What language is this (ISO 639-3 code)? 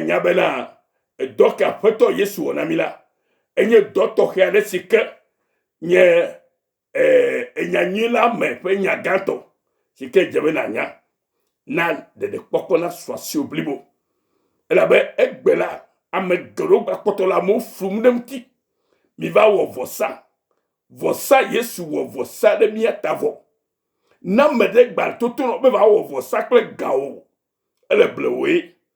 ewe